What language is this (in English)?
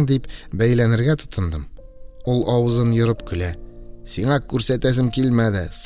Tatar